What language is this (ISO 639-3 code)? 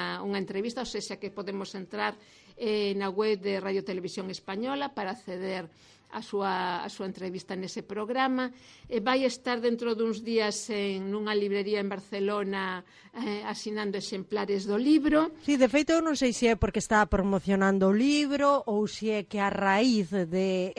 glg